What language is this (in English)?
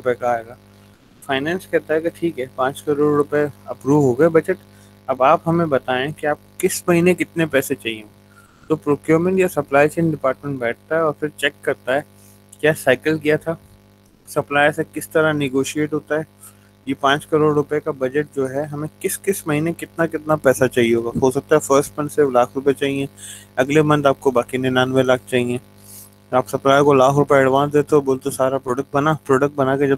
Hindi